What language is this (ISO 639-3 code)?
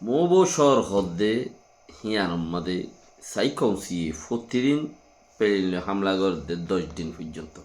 rhg